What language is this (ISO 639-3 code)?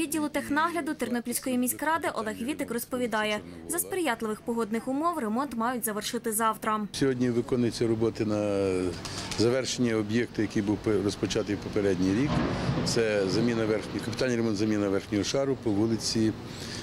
ukr